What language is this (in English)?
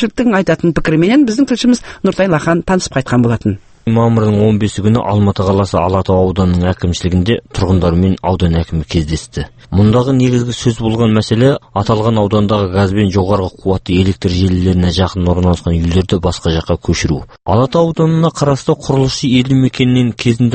Kazakh